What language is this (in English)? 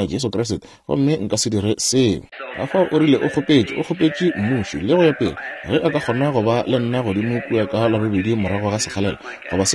Northern Sotho